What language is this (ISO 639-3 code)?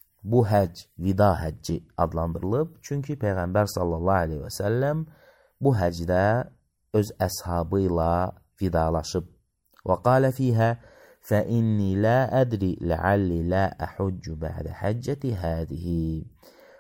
aze